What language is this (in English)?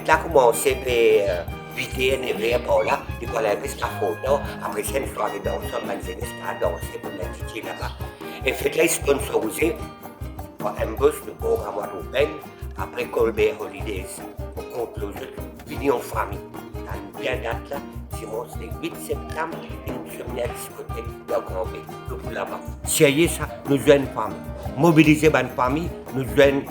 Morisyen